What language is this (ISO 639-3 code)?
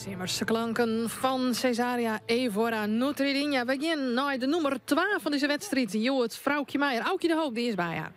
fry